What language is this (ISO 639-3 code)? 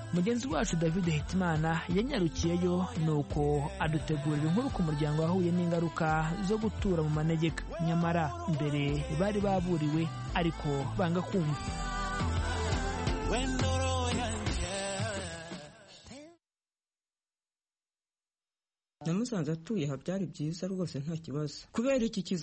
kin